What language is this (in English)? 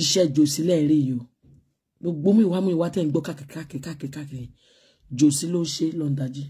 Yoruba